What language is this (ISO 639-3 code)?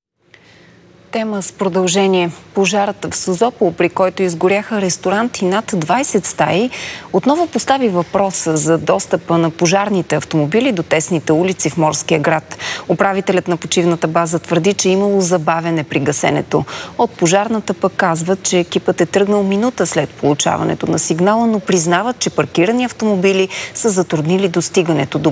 bul